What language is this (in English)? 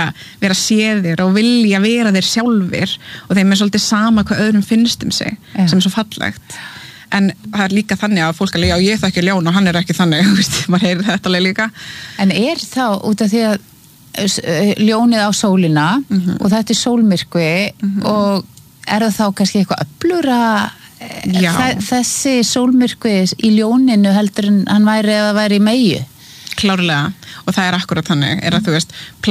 Icelandic